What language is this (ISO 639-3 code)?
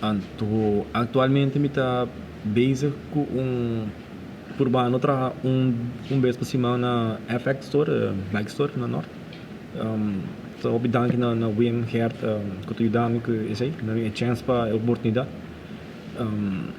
pap